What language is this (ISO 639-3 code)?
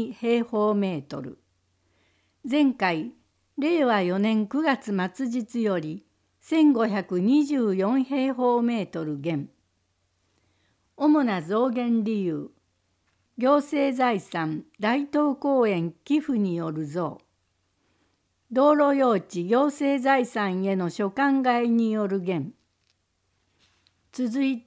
jpn